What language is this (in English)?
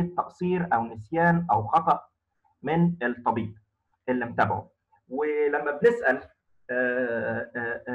Egyptian Arabic